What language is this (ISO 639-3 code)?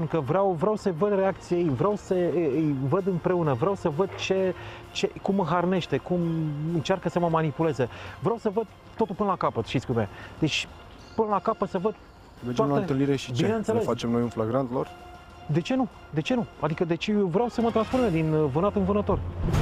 ron